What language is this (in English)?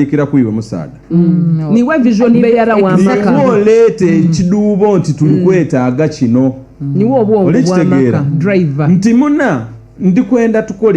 Soga